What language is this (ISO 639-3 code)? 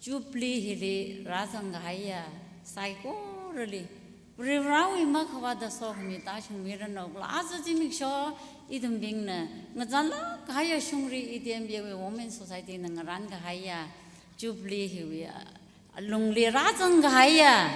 nmf